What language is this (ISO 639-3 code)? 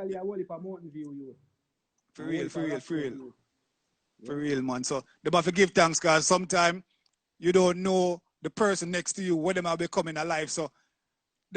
jam